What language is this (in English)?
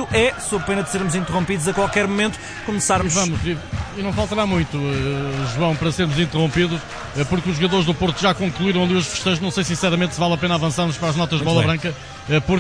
Portuguese